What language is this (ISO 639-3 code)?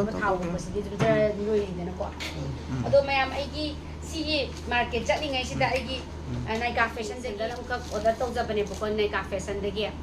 mni